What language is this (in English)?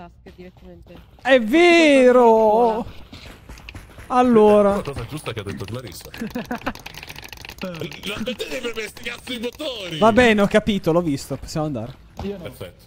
Italian